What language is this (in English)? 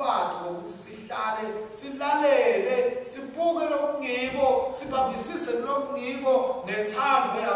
Swati